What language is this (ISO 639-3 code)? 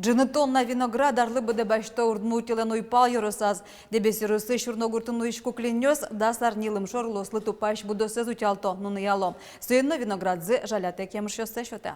udm